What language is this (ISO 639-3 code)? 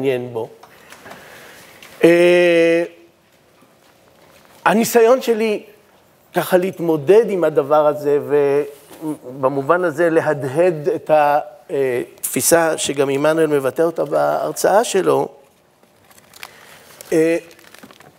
heb